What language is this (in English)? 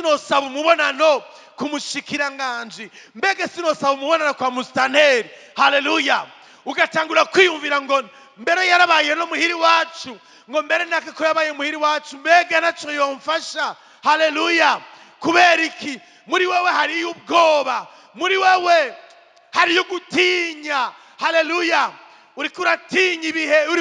Rundi